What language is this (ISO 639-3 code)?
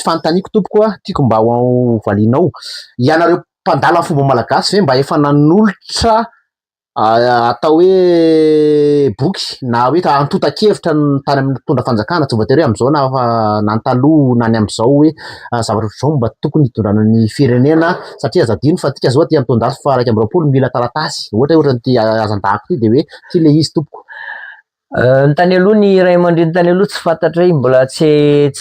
mlg